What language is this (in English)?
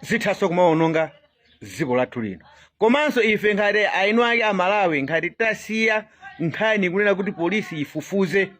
Nyanja